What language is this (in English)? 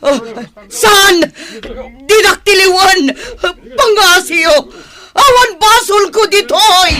Iloko